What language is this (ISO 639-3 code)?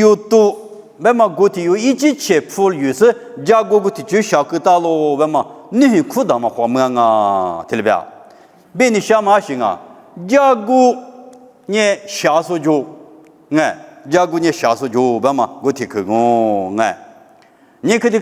lis